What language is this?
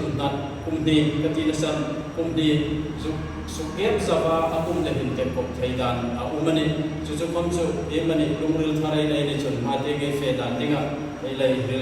Hmar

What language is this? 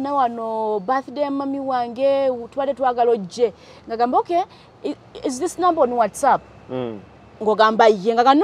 Ganda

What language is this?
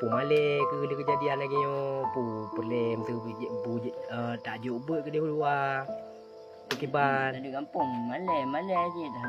Achinese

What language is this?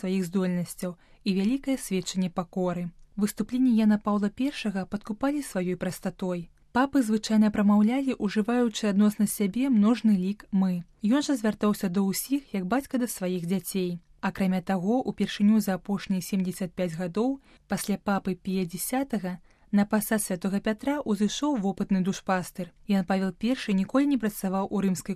Belarusian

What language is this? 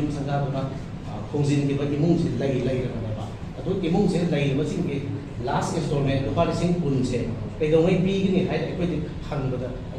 Manipuri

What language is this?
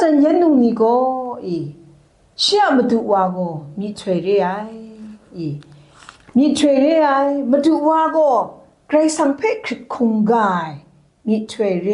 Kachin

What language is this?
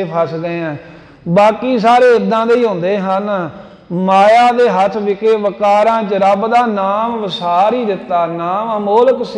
Punjabi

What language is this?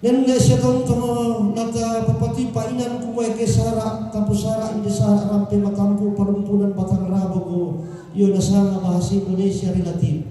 Toraja-Sa'dan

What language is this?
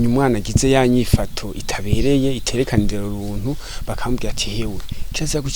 Rundi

